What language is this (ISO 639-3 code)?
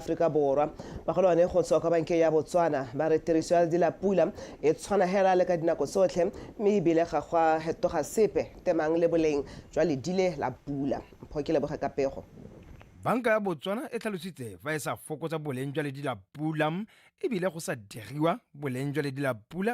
tsn